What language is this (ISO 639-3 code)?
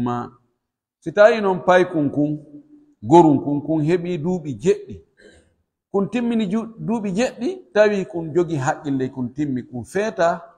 fuf